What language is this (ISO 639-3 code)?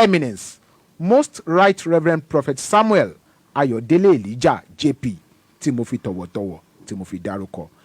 yor